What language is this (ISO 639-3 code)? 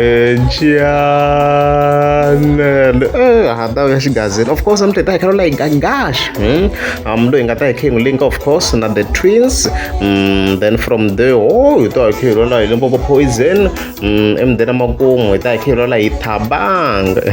tso